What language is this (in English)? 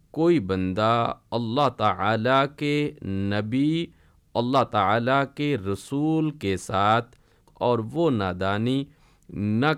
Urdu